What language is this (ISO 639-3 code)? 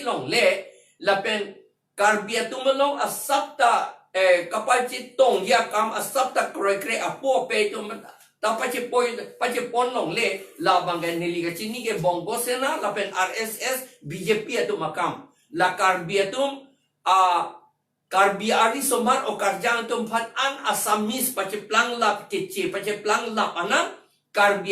mjw